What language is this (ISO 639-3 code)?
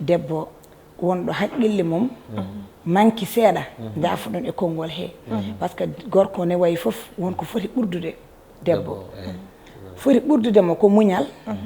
ful